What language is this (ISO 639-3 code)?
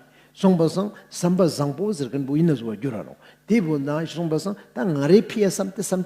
lbj